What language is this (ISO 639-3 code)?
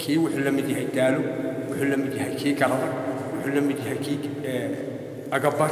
som